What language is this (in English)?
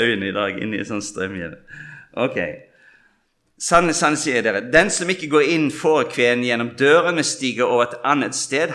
Norwegian